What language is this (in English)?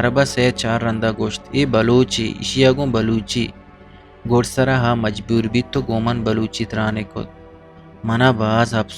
Eastern Balochi